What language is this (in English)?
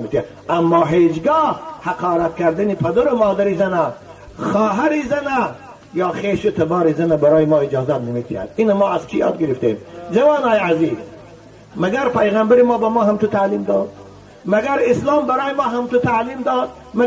Tajik